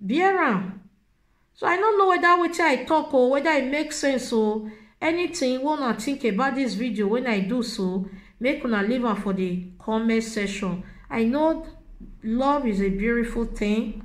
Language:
Nigerian Pidgin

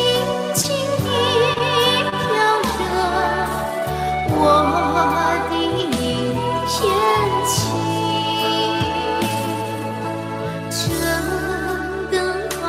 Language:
Chinese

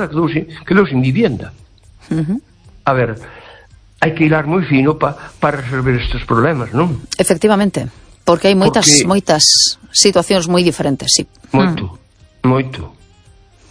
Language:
Galician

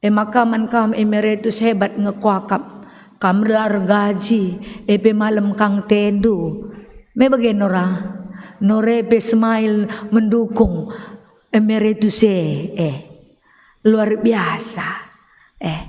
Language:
Batak Karo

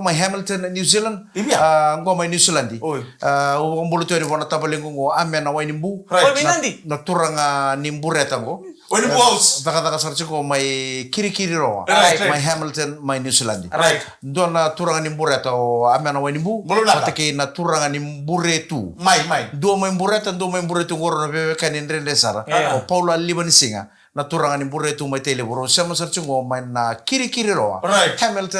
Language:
Fijian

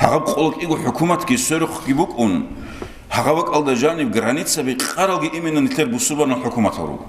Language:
Avaric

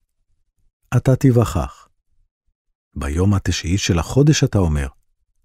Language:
Hebrew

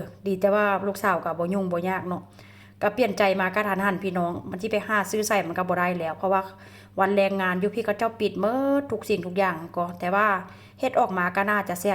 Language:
Lao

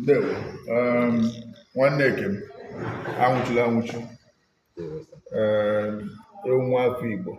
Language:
Igbo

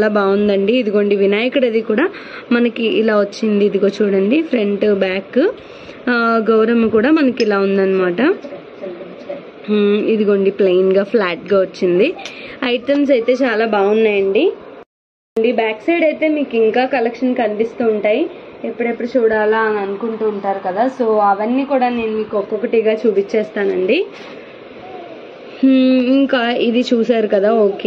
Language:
Telugu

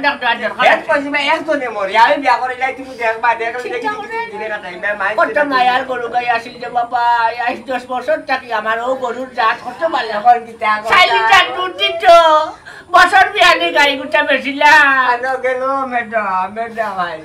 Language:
Sylheti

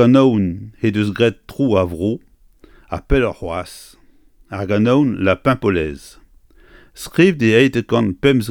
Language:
Breton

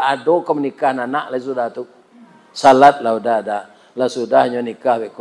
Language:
Minangkabau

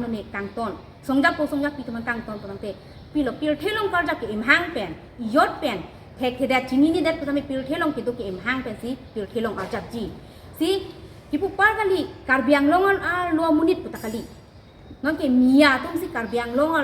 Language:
Karbi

